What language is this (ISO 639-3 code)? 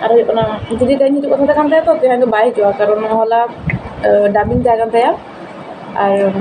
sat